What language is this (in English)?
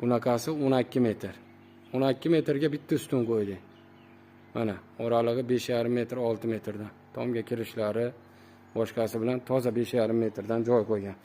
Uzbek